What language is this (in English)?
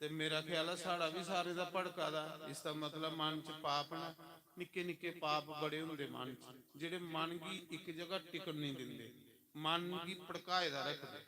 Dogri